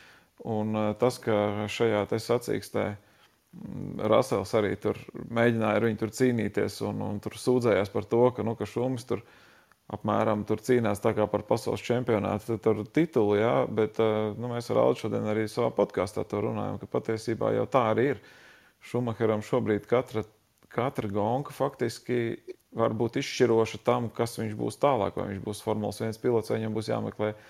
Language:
Latvian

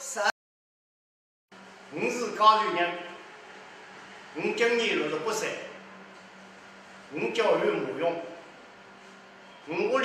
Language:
Wu Chinese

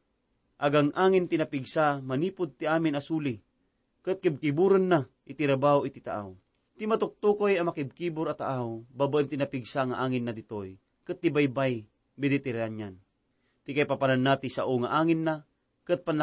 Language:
Iloko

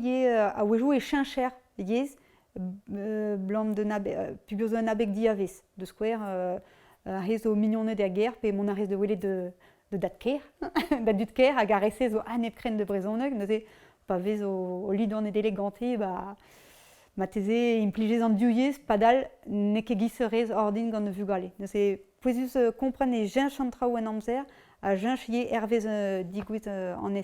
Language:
Breton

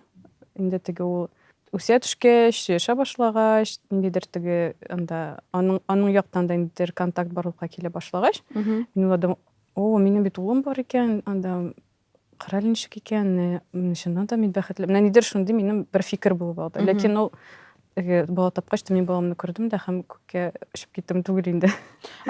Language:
Tatar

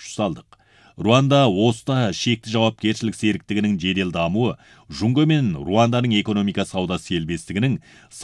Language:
Kazakh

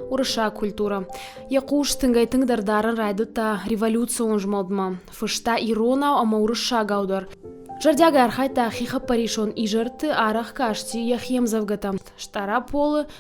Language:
Ossetic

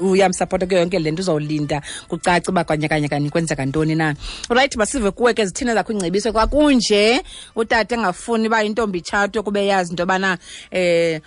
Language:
Xhosa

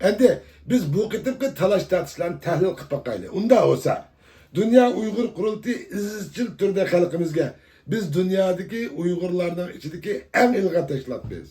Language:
Uyghur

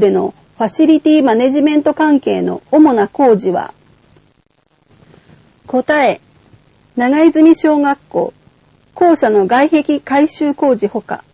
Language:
Japanese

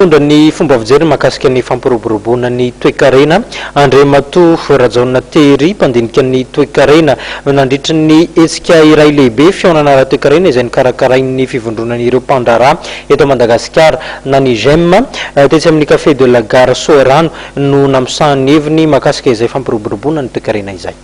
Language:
Malagasy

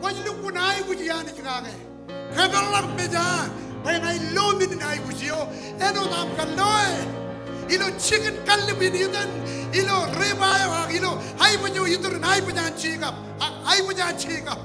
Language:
Marshallese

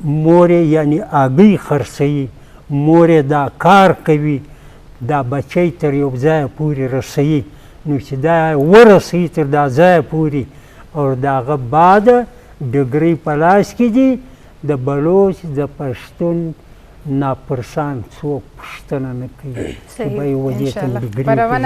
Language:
Eastern Balochi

